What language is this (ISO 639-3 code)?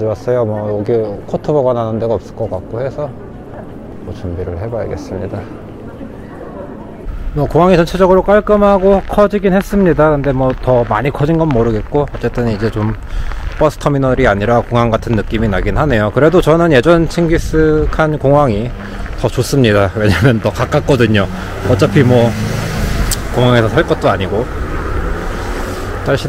kor